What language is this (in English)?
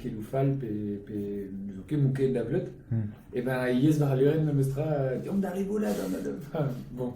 Breton